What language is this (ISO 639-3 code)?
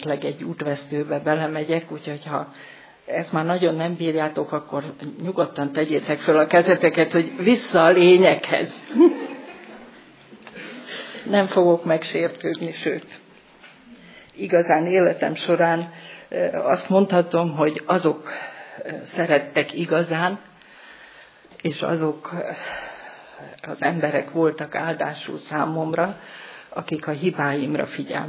hun